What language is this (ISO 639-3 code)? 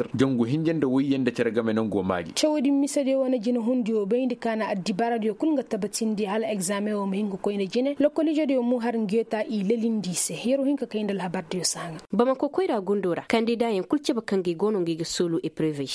ses